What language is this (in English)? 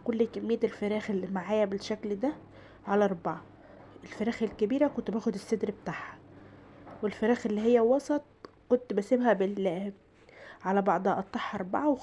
Egyptian Arabic